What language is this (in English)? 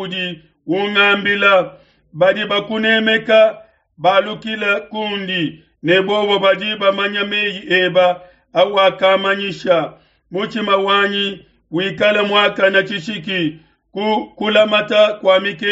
Luba-Lulua